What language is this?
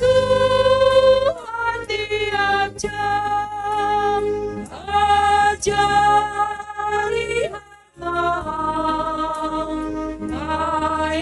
Batak Simalungun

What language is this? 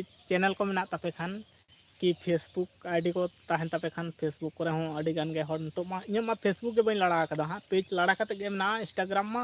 Santali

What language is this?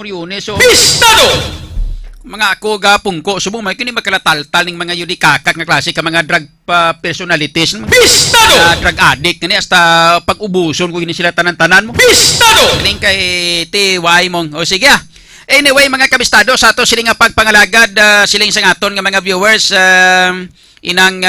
Hiligaynon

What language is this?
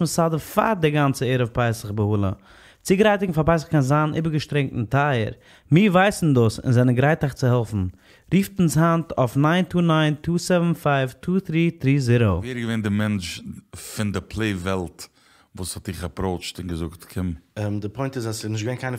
Yiddish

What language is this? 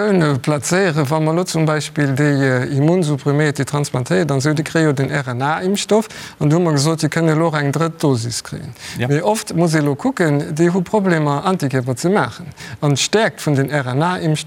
Luxembourgish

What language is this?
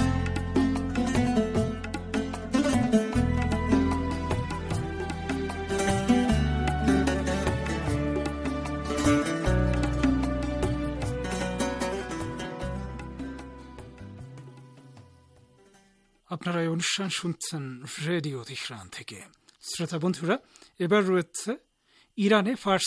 Bangla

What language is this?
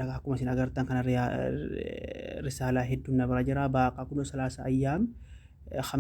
Oromo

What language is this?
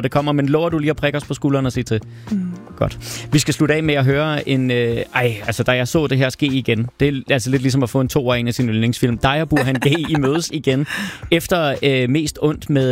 Danish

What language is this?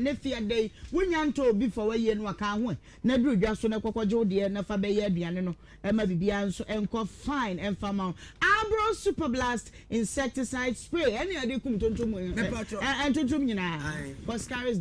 Akan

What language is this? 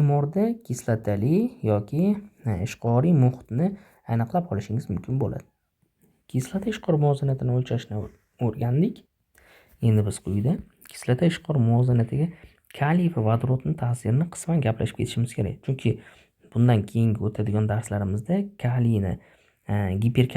Uzbek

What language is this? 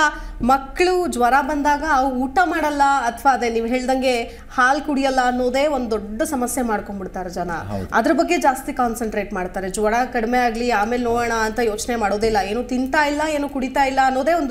Kannada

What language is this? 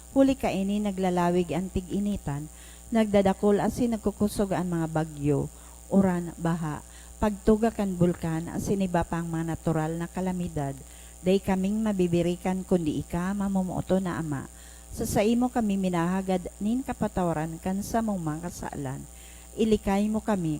Bikol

